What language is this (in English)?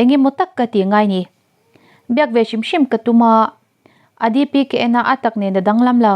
Mizo